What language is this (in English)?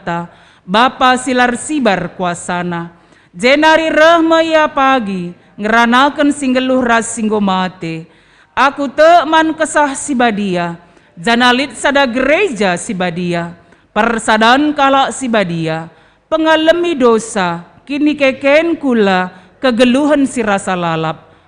Batak Karo